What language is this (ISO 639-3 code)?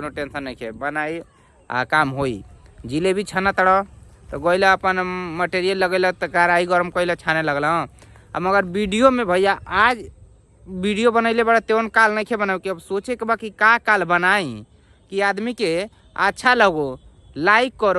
bho